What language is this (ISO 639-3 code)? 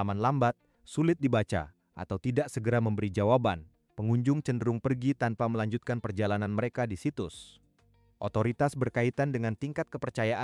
ind